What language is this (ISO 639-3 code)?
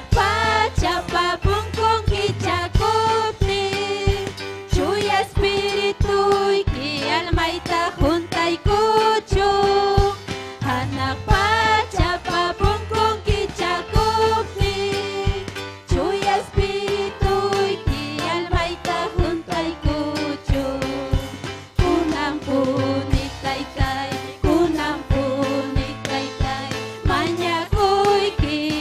quy